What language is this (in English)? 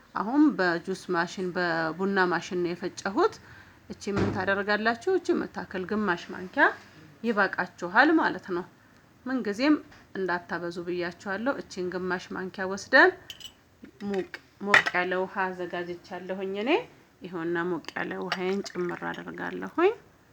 Amharic